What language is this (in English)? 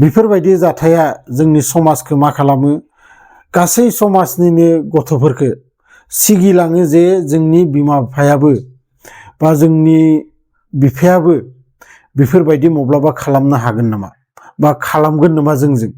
Bodo